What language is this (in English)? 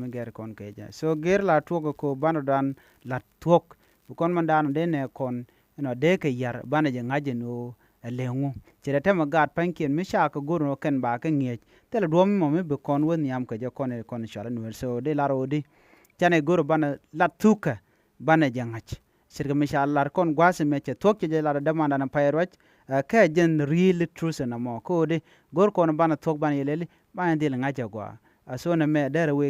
Nuer